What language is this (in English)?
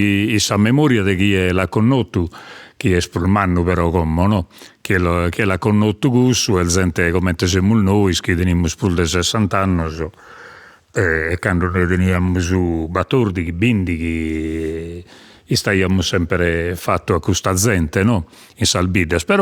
Sardinian